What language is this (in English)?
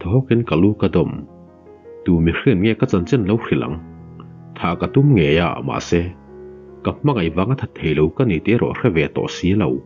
Mizo